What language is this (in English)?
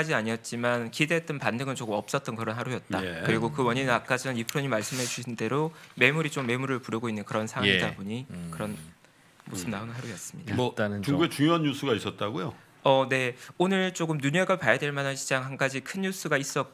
Korean